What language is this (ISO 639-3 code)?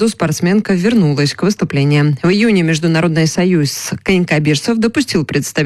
rus